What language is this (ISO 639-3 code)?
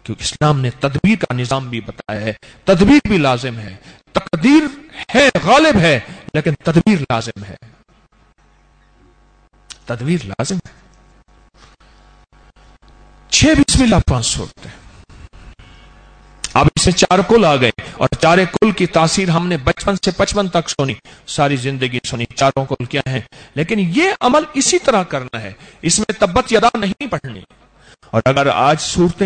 urd